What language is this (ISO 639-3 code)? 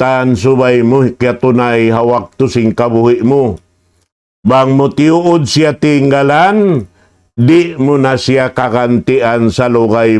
tsg